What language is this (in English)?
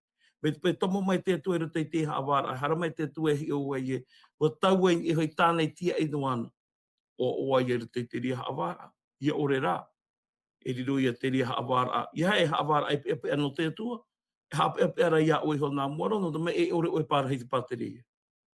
Tahitian